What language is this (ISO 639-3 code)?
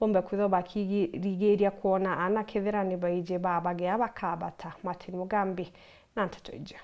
mer